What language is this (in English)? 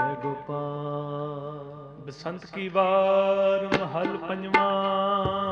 Punjabi